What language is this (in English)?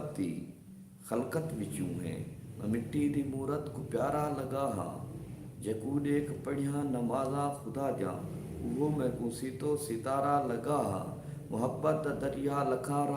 Saraiki